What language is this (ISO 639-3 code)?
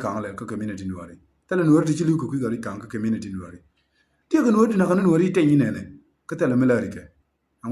nus